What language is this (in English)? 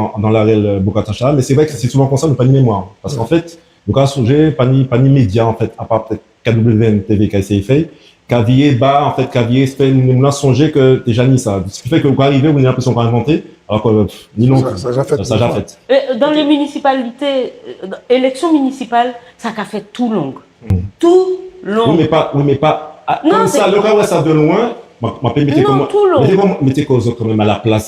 Guadeloupean Creole French